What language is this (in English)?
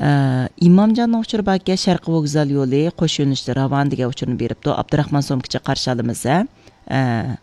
Uyghur